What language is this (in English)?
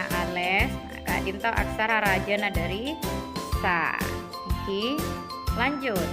Madurese